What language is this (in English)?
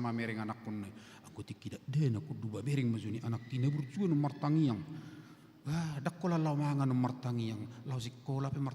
Batak Toba